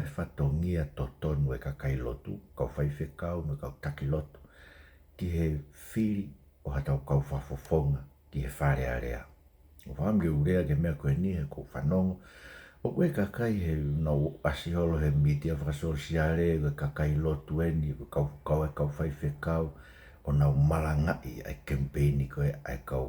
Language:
Tongan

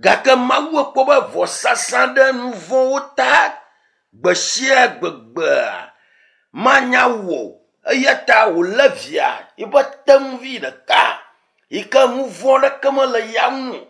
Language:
Ewe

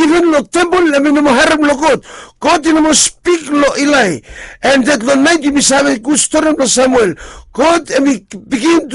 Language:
Bislama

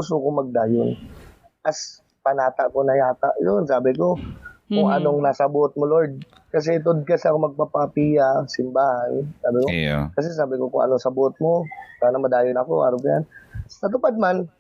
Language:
Bikol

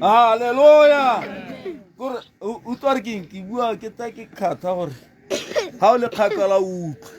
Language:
Tswana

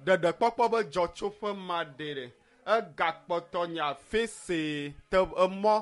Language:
Ewe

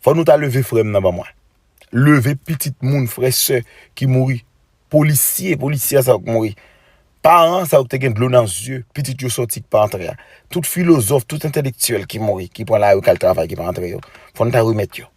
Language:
Haitian Creole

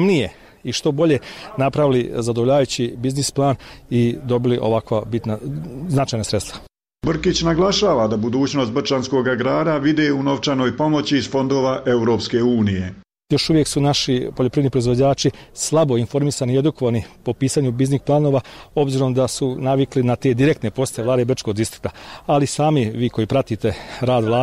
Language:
Bosnian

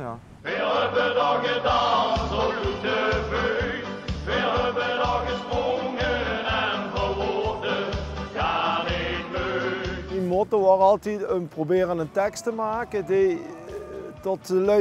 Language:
Limburgish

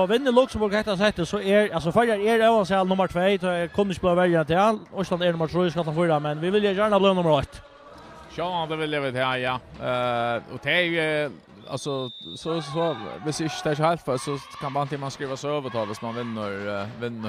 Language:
Faroese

